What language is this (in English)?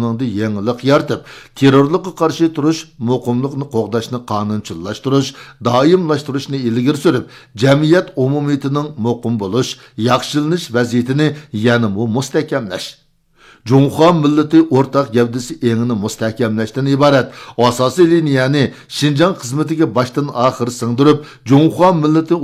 Uyghur